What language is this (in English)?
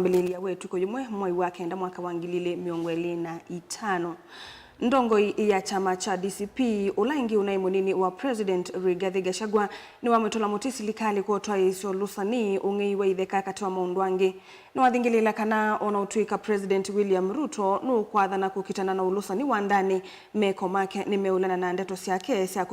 Kamba